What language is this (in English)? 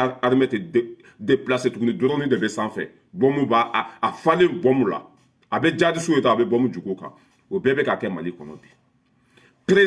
Bambara